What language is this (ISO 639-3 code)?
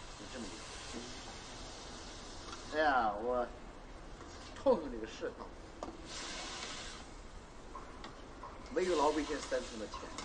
zho